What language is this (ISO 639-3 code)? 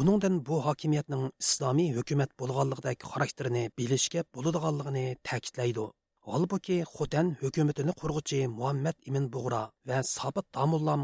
uig